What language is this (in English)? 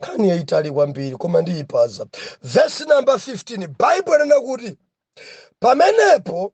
Nyanja